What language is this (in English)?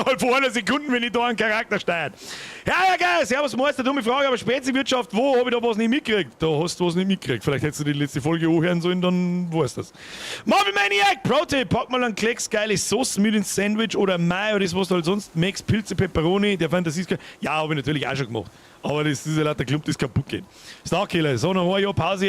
Bavarian